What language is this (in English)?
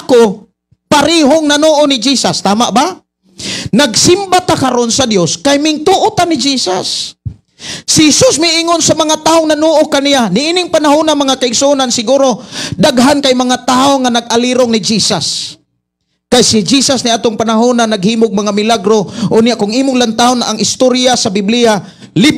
Cebuano